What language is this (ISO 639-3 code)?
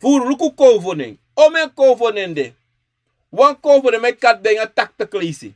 srn